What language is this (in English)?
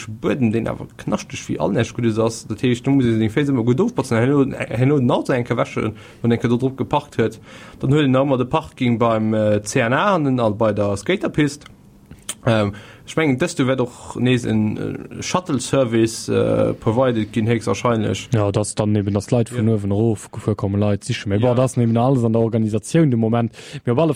Luxembourgish